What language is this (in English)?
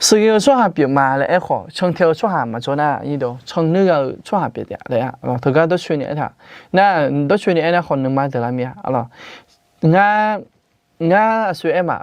Akha